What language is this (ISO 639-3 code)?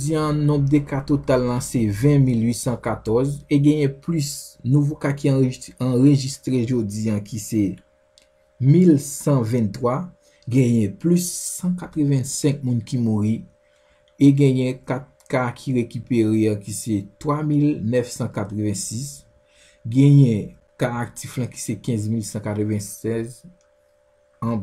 hat